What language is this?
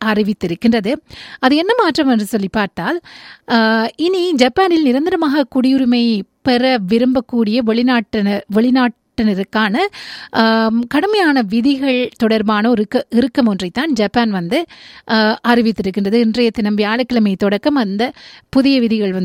Tamil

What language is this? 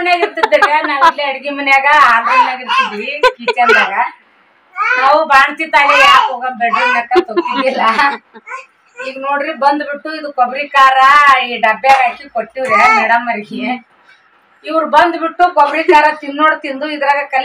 Kannada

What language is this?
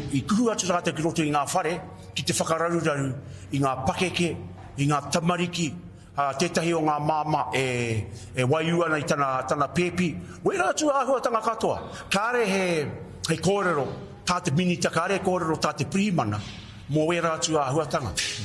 Māori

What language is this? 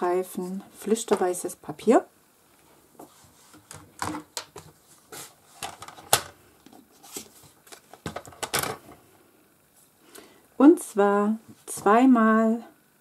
German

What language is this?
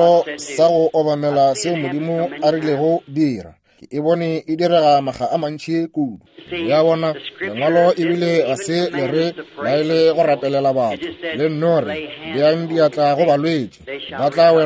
Northern Sotho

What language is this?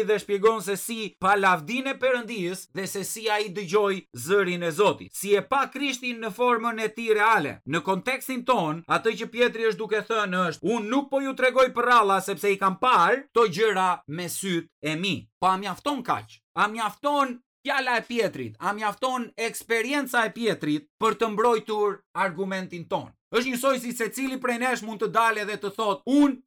Albanian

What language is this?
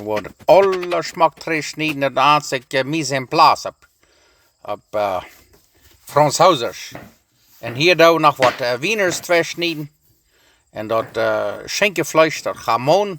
Plautdietsch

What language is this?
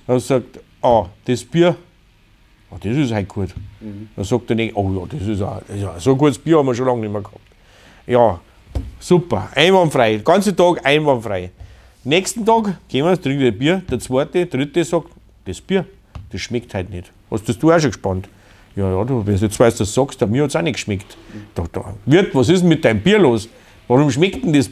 Bavarian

